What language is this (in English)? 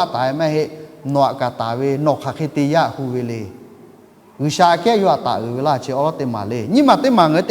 Lahu